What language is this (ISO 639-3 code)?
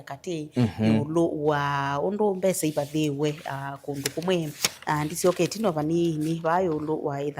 kam